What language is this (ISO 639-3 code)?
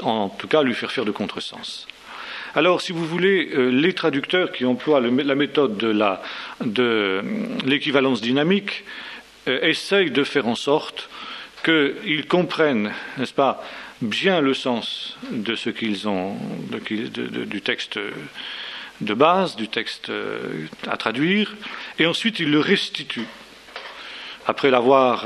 fra